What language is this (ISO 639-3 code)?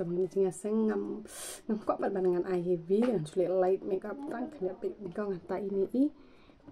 kha